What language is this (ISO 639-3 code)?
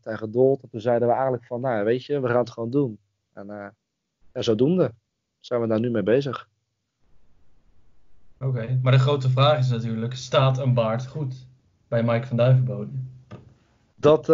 nld